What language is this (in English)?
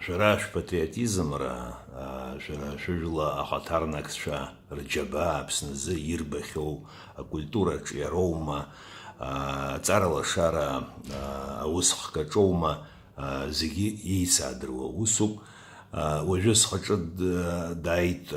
Abkhazian